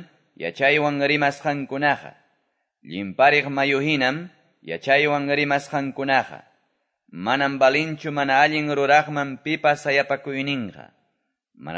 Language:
Quechua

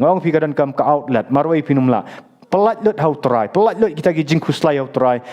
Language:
Khasi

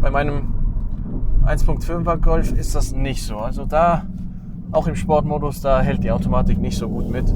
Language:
Swiss German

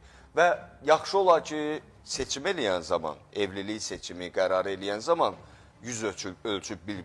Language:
Azerbaijani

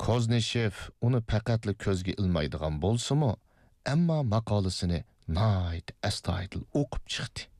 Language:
Uyghur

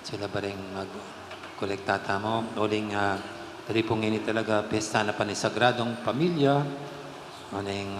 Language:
Pampanga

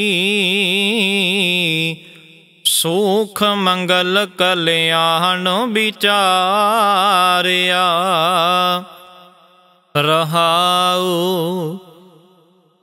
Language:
Punjabi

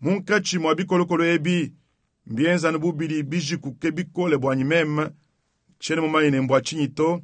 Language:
Luba-Lulua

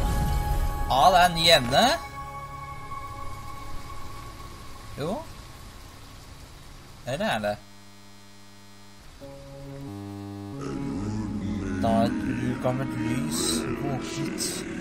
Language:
Norwegian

